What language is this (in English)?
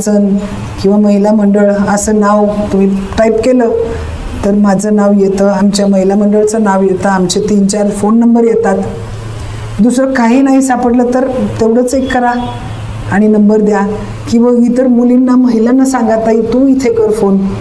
Marathi